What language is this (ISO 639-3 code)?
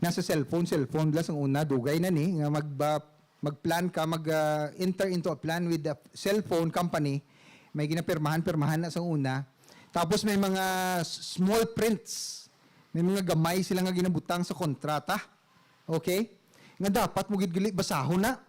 hil